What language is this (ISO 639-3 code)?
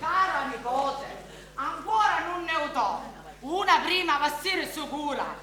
scn